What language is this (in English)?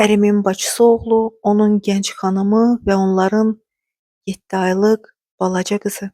Azerbaijani